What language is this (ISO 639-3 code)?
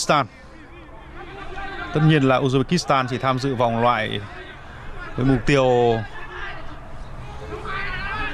vie